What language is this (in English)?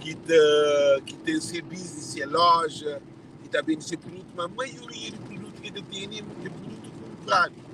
Kabuverdianu